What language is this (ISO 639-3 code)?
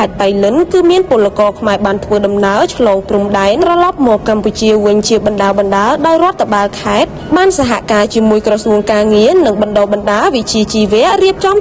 khm